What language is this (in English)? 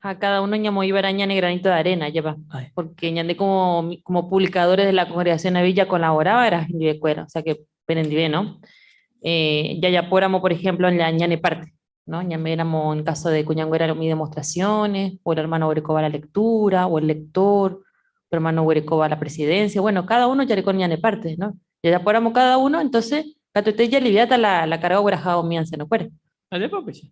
Guarani